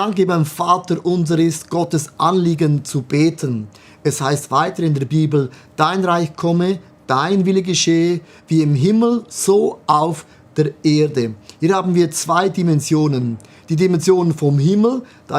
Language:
Swiss German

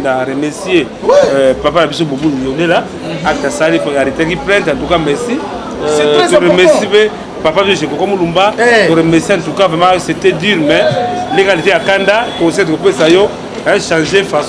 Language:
Lingala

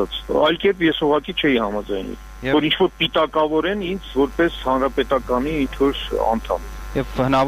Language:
Armenian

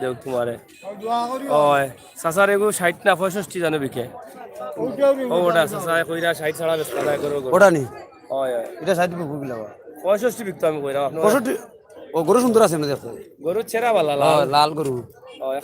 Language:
Sylheti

